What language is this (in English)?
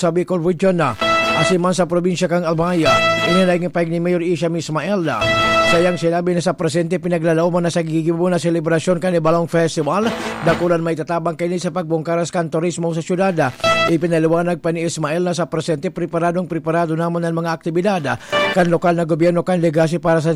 Bikol